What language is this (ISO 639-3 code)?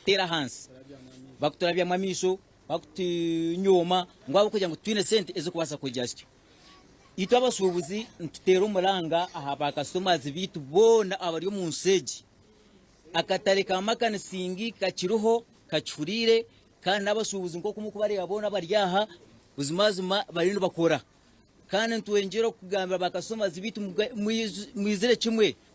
nyn